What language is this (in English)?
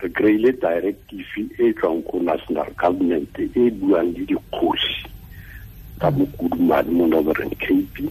Tswana